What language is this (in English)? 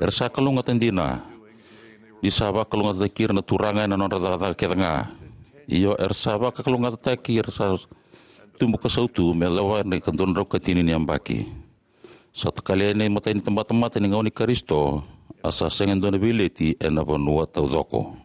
Fijian